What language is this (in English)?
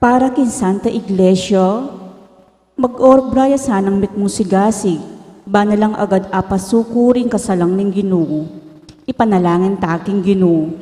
Pampanga